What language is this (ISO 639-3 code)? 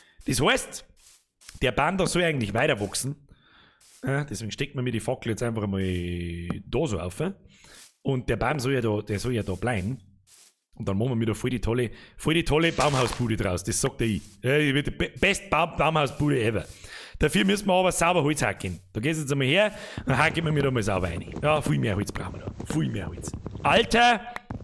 bar